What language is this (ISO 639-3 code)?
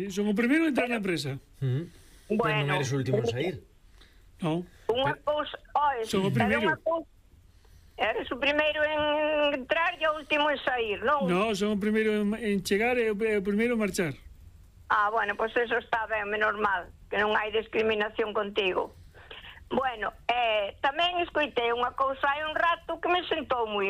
glg